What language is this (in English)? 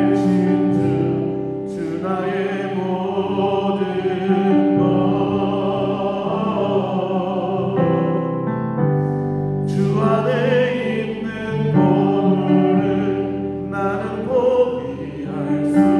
Korean